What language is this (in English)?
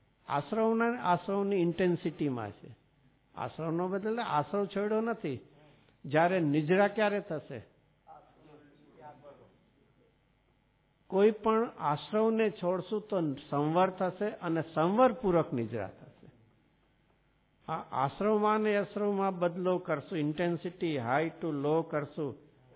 Gujarati